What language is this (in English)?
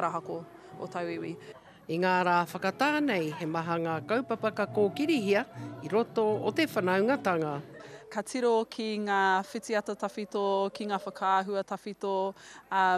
Māori